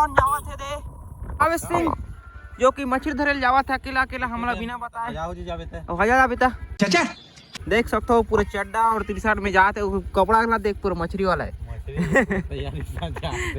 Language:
Chhattisgarhi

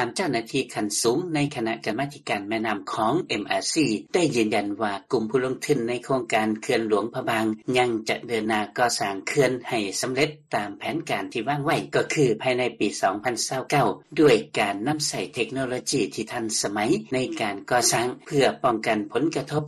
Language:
Lao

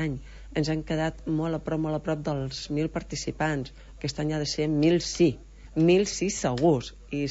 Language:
Catalan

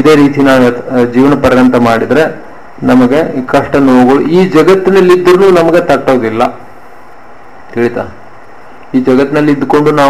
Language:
Kannada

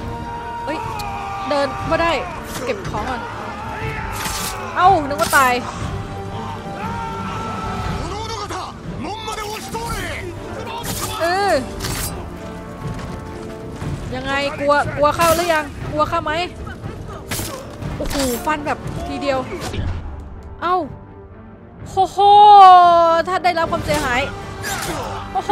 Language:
Thai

